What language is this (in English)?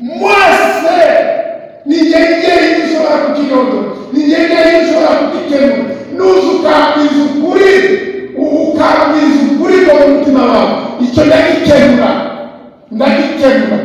Kinyarwanda